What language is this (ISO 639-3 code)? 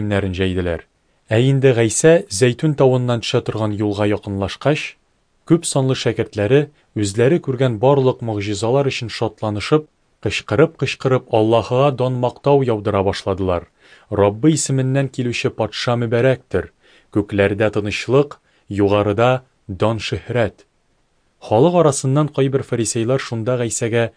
tat